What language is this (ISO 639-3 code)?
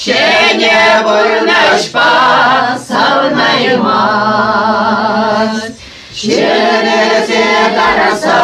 chv